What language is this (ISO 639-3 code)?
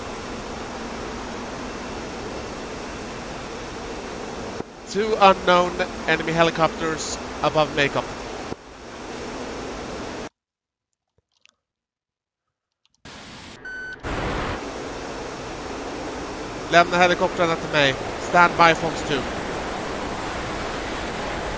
swe